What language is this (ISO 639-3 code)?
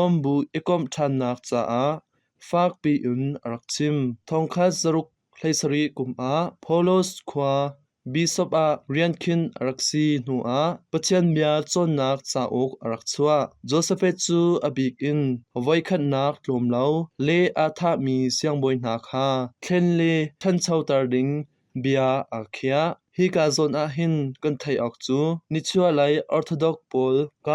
cnh